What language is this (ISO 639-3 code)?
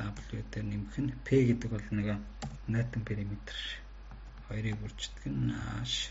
mon